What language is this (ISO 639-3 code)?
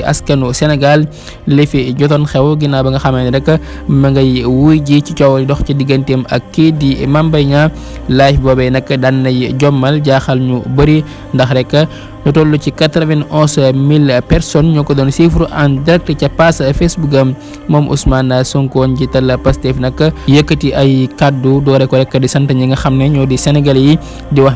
wol